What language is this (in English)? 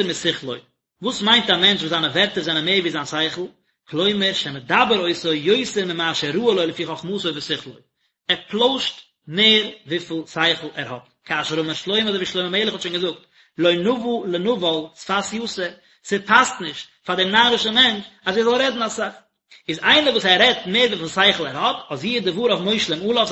Yiddish